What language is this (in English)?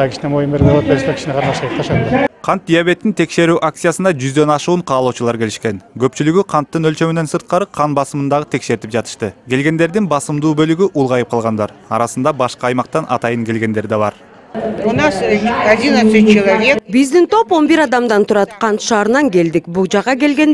Kyrgyz